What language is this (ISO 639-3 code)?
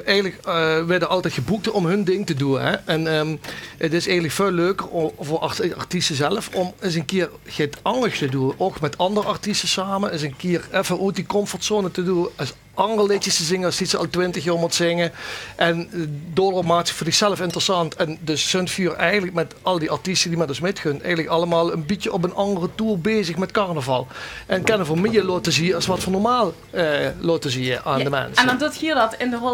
lim